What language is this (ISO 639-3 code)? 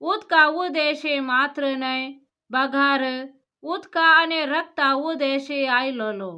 kok